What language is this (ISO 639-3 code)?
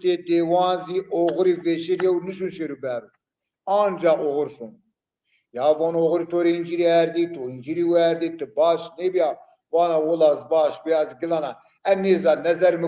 zza